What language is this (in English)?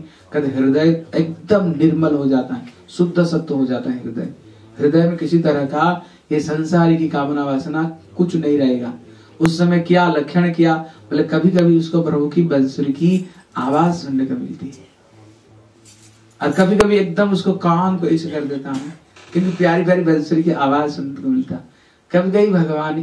Hindi